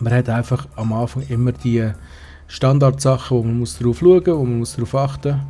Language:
Swiss German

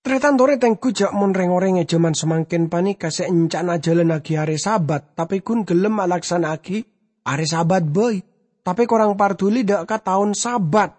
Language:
Madurese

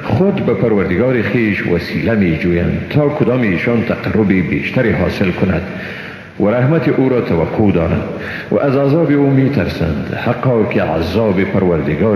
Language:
Persian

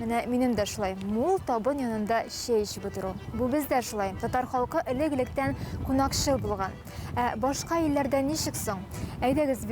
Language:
Tatar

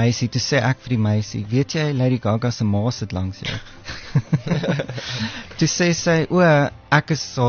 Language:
Afrikaans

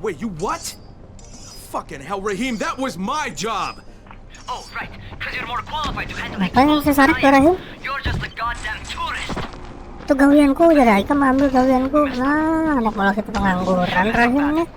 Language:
Banjar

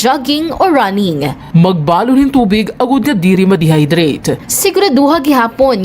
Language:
Waray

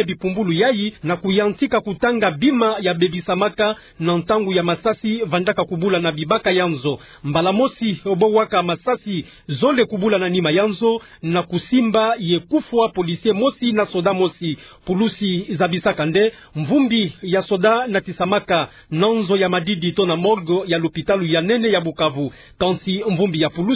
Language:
Kituba (Democratic Republic of Congo)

